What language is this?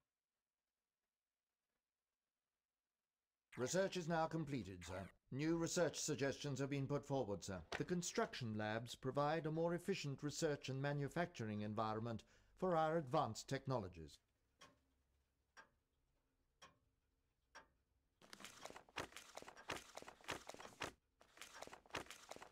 English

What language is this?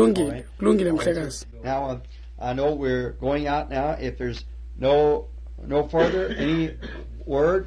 Xhosa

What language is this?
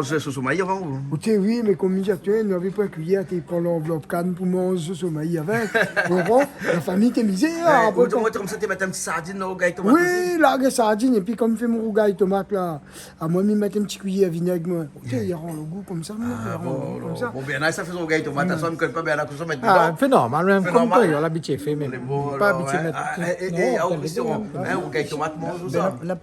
Réunion Creole French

